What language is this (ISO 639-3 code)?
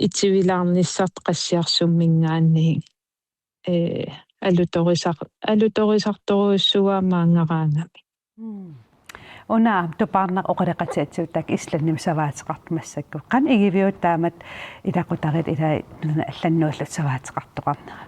kal